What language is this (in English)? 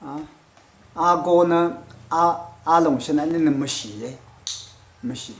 Rawang